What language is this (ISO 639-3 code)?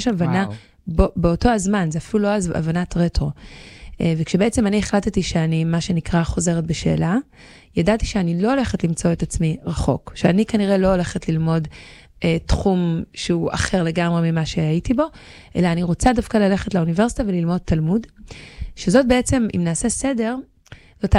heb